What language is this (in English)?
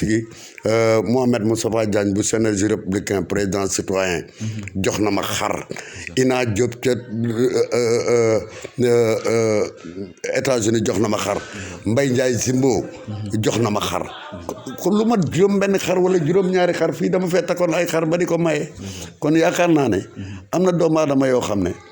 Wolof